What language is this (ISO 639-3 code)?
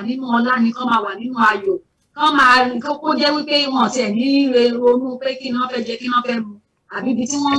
yor